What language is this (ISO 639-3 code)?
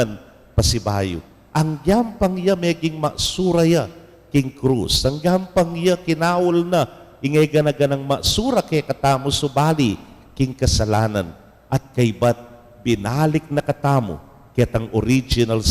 pam